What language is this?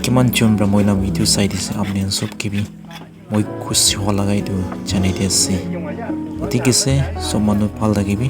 Naga Pidgin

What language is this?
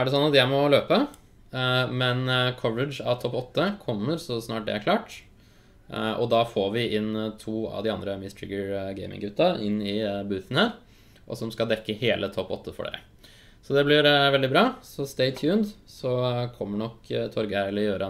Norwegian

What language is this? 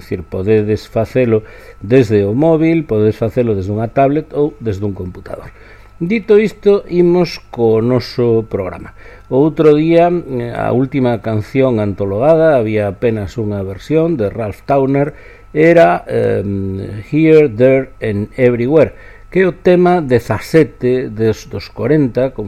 Galician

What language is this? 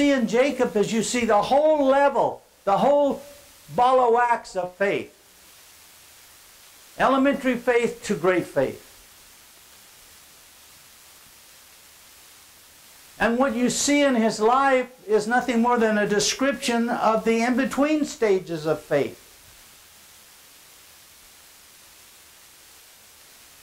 English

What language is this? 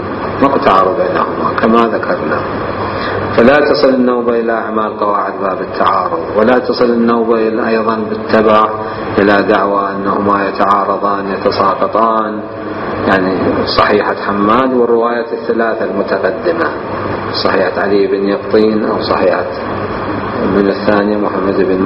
Mesopotamian Arabic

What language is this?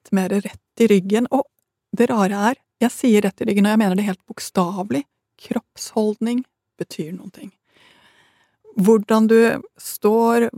Norwegian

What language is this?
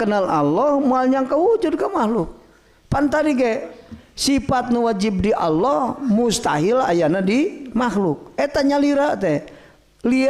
Sundanese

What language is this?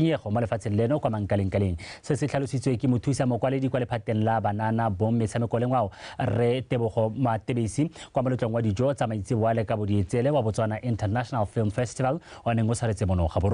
Tswana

